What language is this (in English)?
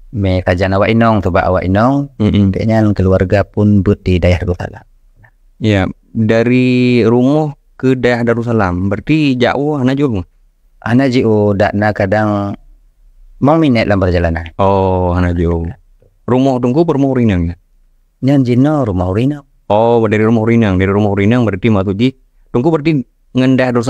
Achinese